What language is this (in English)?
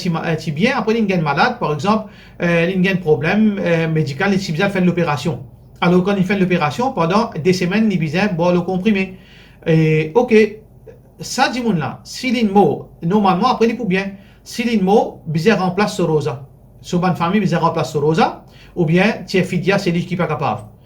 Morisyen